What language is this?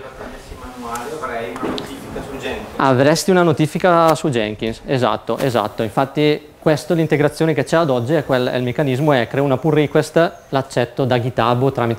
Italian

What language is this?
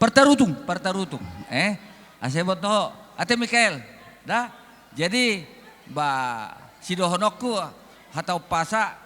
Batak Toba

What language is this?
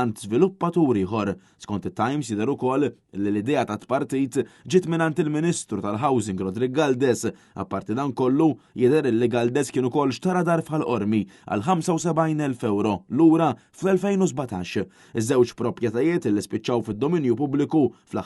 Maltese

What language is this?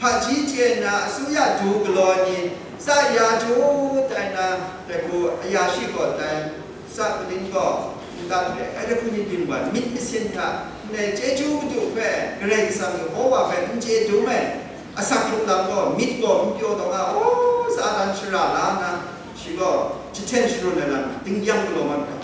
Kachin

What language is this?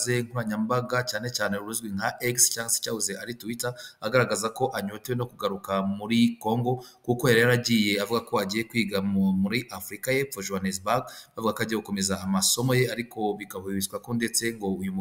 Kinyarwanda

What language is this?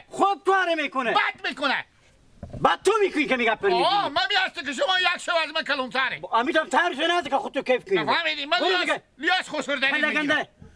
Hazaragi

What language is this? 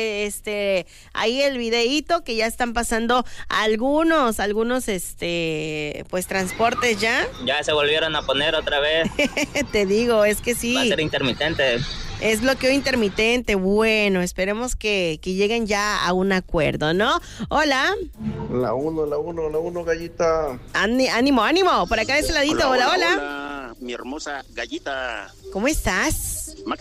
Spanish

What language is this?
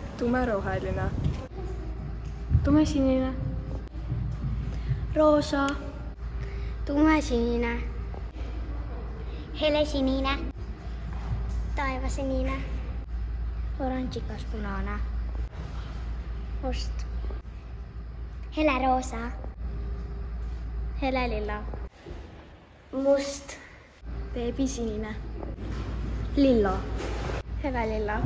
Estonian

